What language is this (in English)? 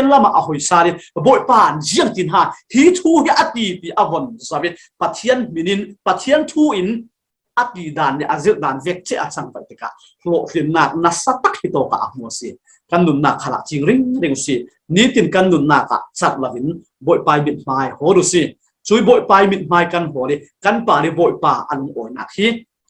Falam Chin